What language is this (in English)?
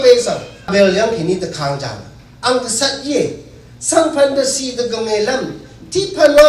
Rawang